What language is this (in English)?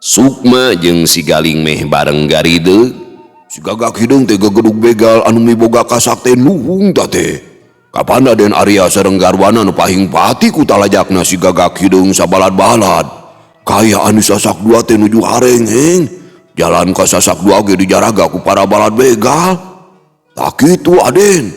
Sundanese